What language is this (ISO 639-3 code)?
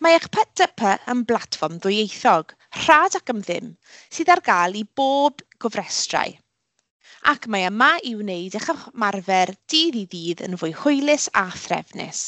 cym